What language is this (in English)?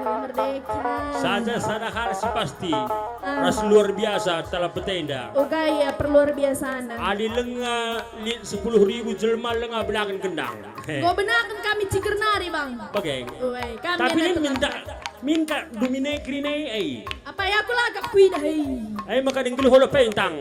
Batak Karo